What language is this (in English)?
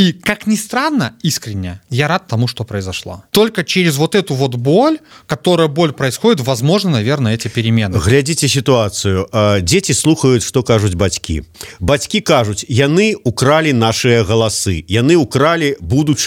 Belarusian